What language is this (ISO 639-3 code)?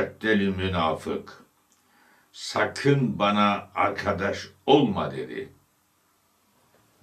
tur